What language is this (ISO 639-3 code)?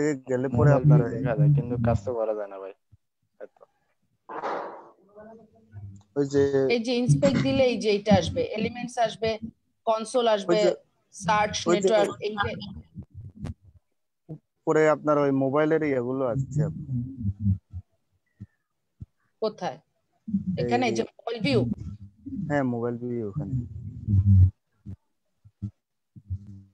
ben